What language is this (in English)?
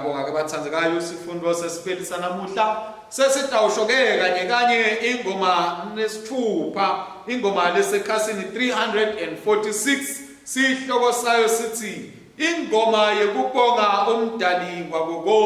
Swati